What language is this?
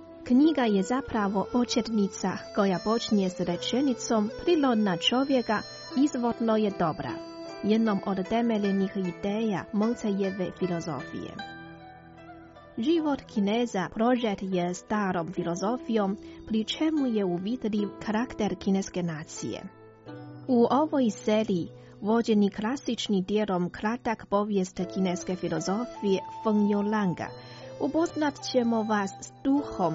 Croatian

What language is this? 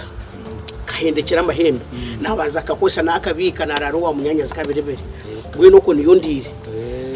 Nyankole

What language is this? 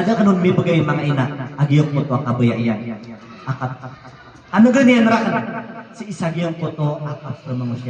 Maranao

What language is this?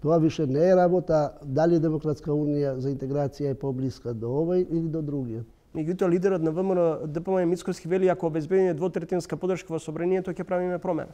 Macedonian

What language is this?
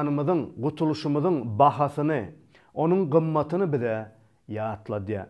Turkmen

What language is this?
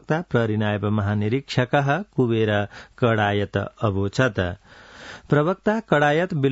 Sanskrit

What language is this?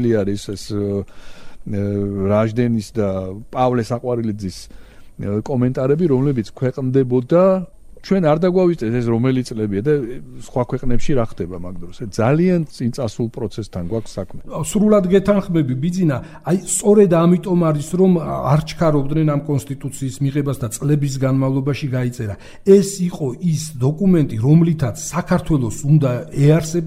Georgian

